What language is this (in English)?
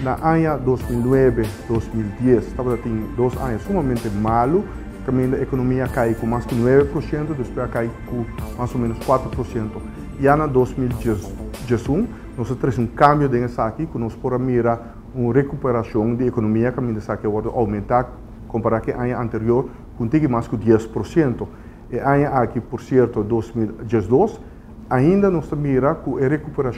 Papiamento